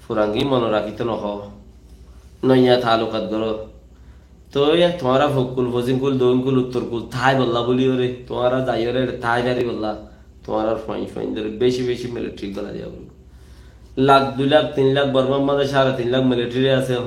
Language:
Rohingya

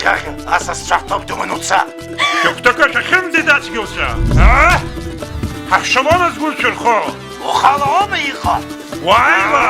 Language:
Abkhazian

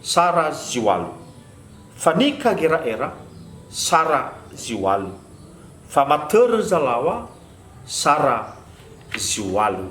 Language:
Nias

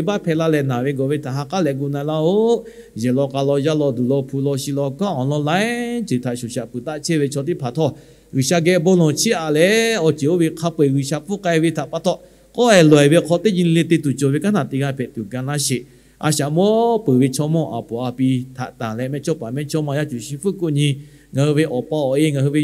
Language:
Lahu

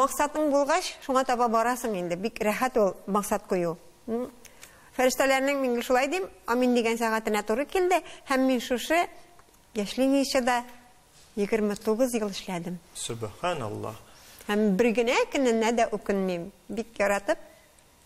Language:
Tatar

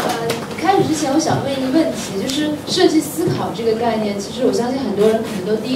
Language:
Chinese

